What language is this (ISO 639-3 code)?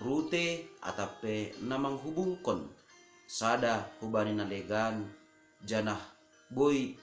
bts